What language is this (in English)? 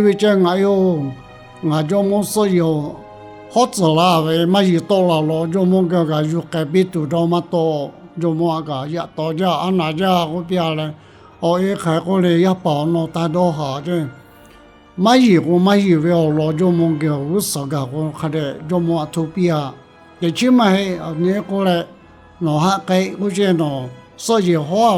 Lahu